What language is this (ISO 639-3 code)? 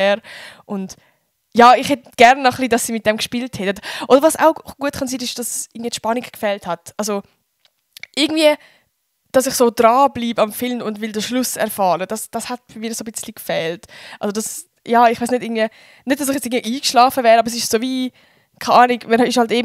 gsw